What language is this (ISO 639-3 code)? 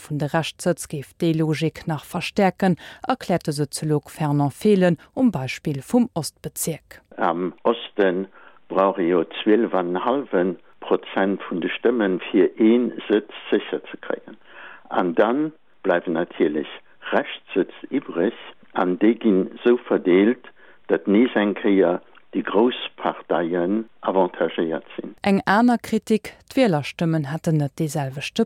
ltz